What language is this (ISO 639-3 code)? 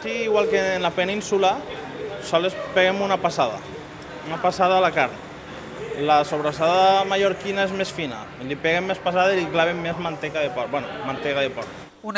cat